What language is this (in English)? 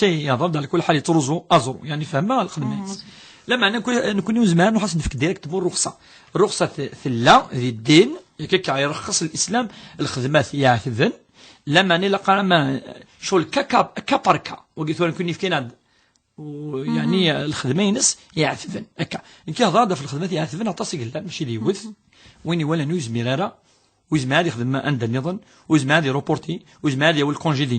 Kabyle